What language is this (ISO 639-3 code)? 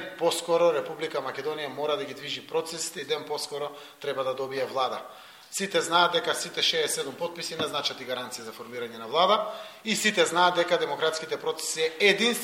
mkd